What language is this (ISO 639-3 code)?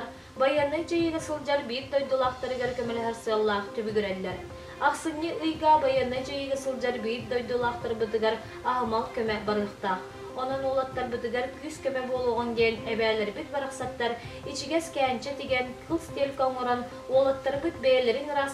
sah